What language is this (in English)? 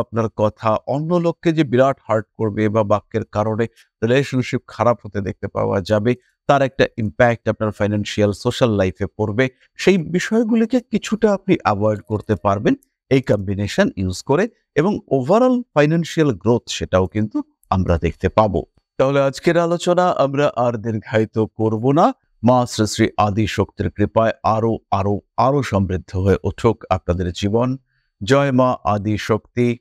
Bangla